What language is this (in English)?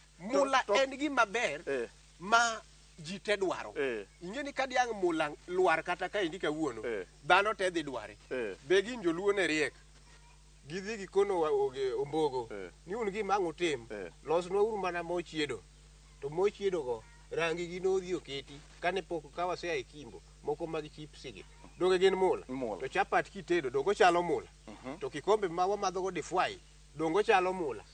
Luo (Kenya and Tanzania)